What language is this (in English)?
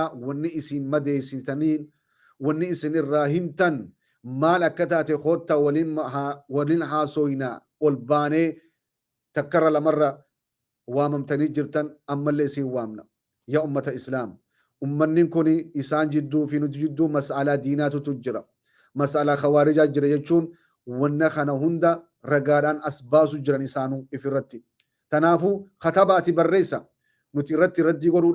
Oromo